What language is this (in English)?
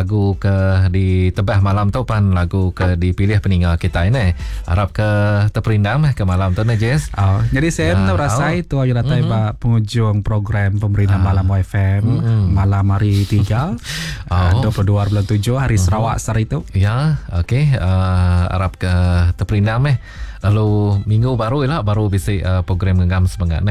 Iban